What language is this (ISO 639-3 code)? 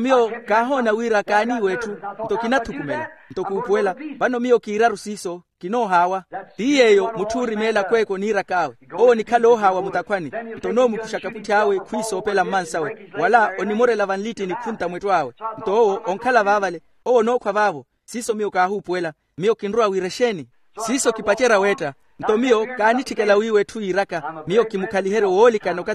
vmw